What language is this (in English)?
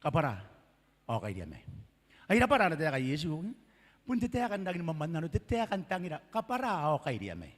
Gilbertese